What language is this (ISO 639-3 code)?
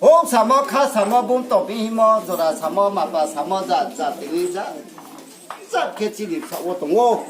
ria